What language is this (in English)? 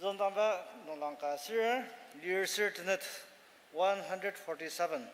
Ao Naga